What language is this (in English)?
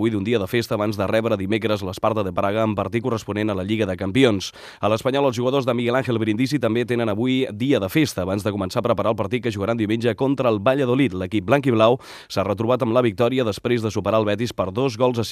Catalan